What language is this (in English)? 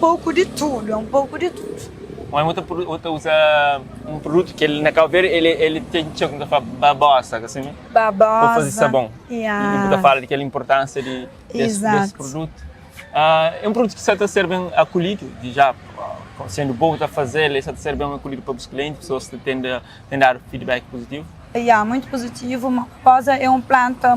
Kabuverdianu